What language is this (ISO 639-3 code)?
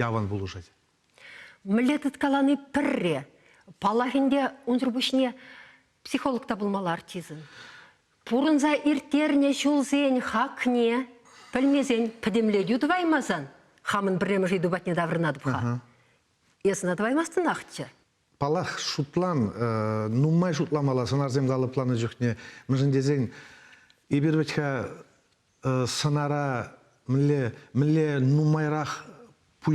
chv